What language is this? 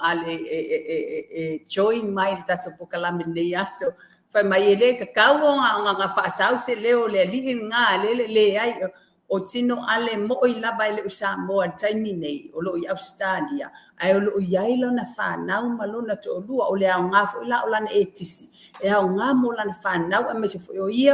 Samoan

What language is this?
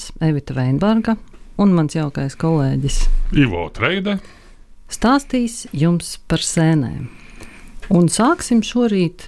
Latvian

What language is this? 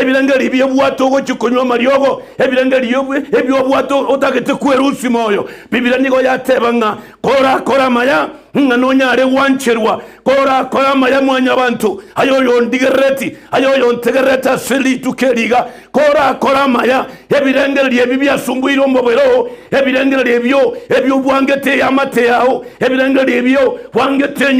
Gusii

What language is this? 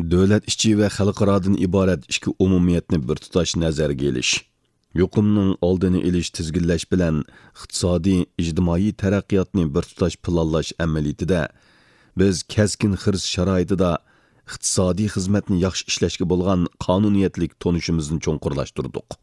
Uyghur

